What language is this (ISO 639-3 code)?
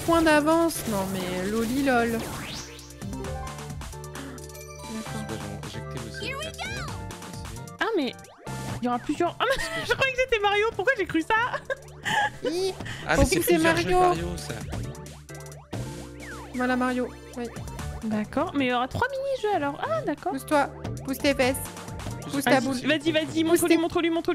fra